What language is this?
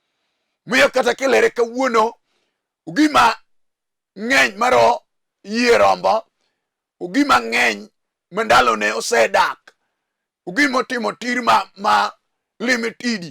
Luo (Kenya and Tanzania)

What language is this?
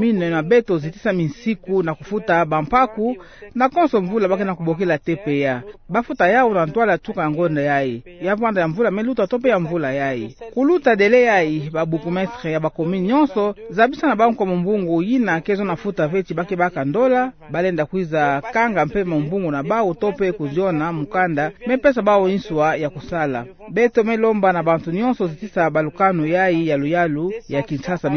Kituba (Democratic Republic of Congo)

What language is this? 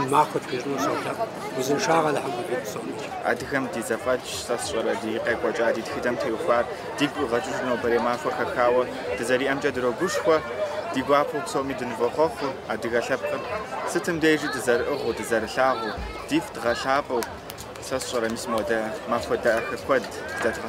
Kabardian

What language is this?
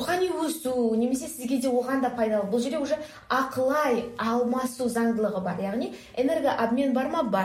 Kazakh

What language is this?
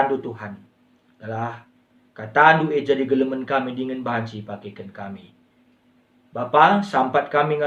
Batak Karo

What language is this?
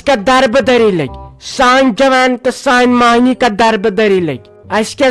Kashmiri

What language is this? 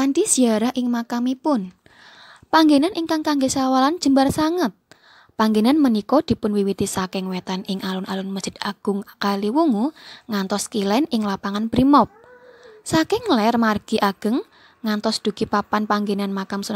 Javanese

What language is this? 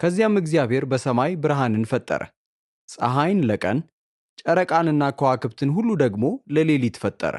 Amharic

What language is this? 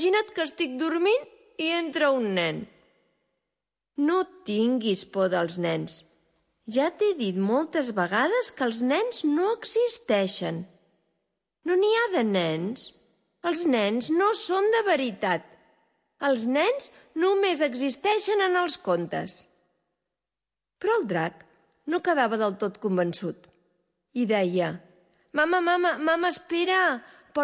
Catalan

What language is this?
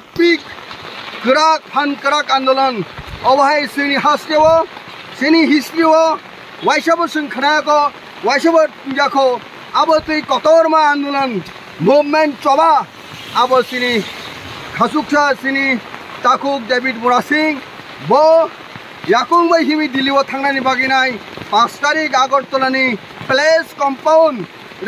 Kok Borok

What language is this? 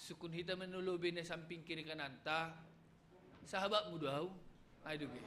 Batak Simalungun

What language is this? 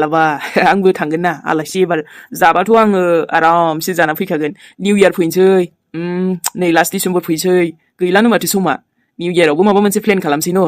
Bodo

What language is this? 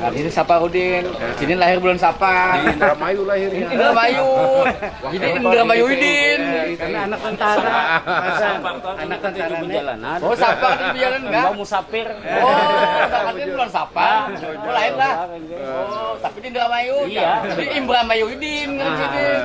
Banjar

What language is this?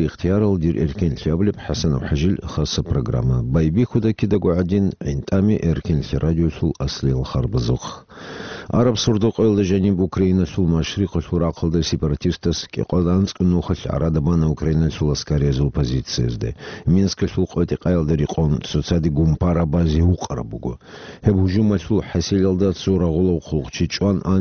Avaric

